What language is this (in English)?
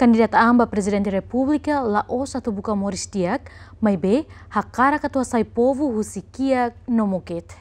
Tetum